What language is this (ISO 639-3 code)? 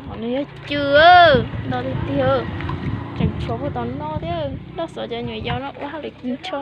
hmn